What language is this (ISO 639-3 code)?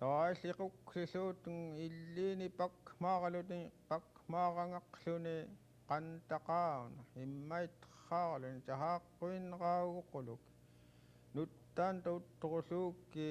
esu